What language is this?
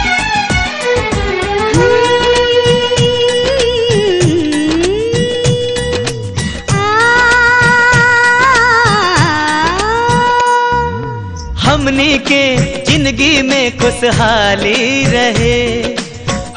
Bhojpuri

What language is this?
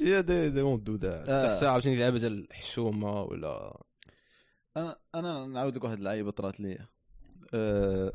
Moroccan Arabic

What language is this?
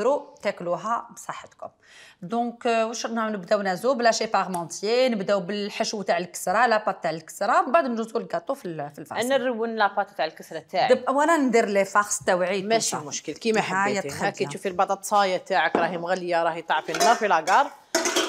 Algerian Arabic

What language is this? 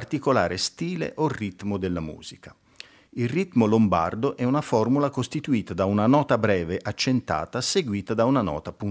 Italian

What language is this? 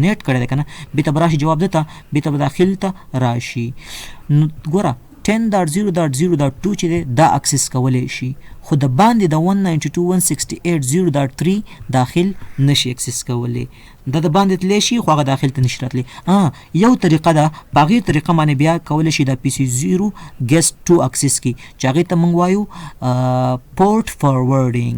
Pashto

